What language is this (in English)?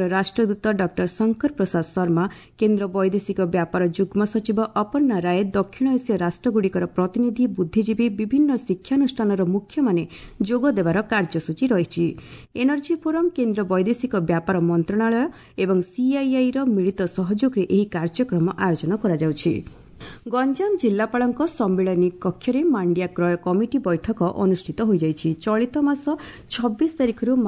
Odia